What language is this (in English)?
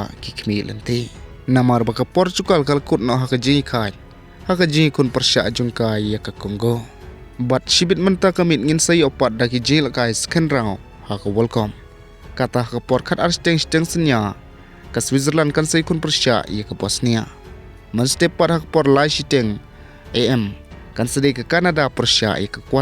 Khasi